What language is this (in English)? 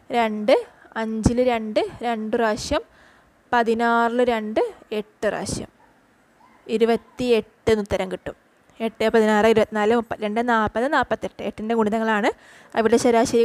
Malayalam